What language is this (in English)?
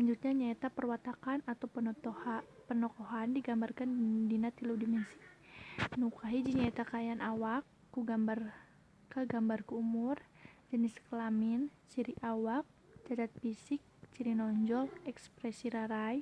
Sundanese